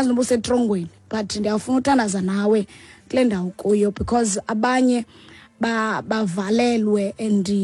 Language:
Xhosa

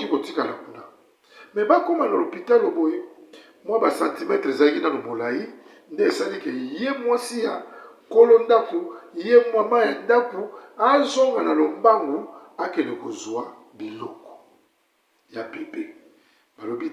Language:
Lingala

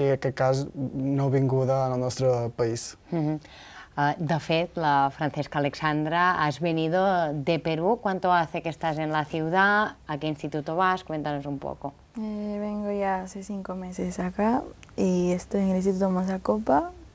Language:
Catalan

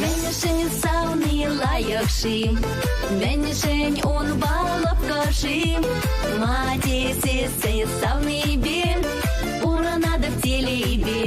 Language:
Chuvash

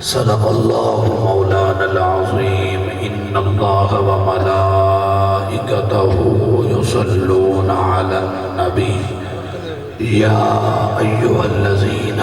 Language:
Saraiki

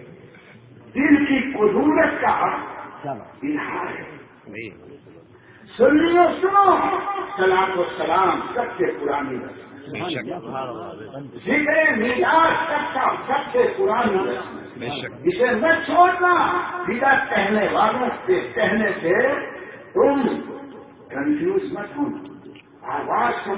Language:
Urdu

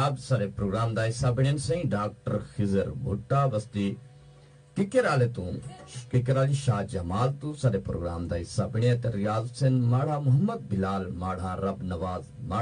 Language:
Saraiki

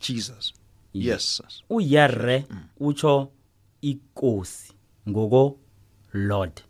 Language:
South Ndebele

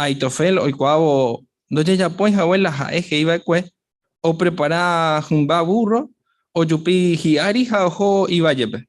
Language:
Guarani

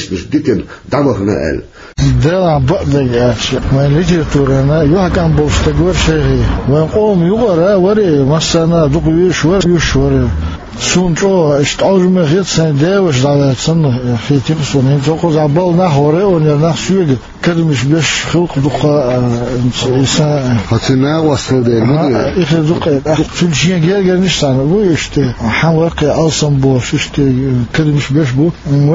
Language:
Chechen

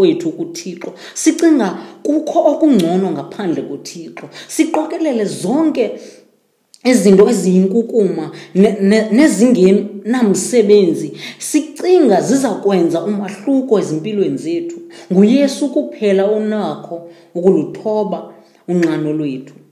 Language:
Xhosa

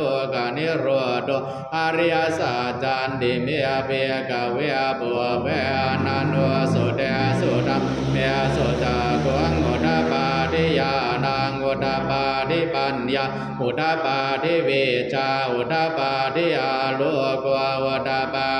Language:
Pali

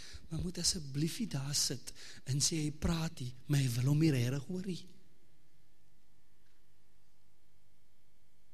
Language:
Afrikaans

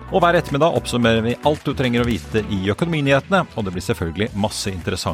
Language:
Norwegian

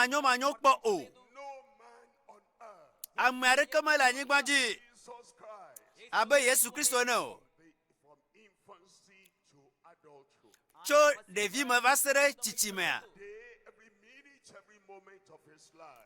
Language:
Ewe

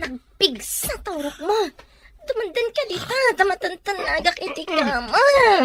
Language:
Iloko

